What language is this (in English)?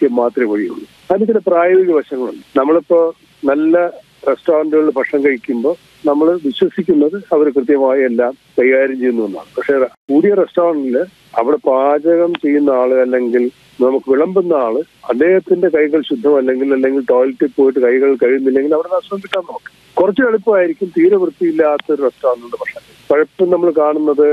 Malayalam